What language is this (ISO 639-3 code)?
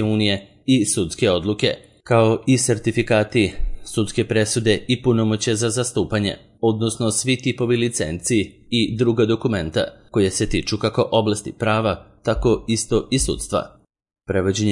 srp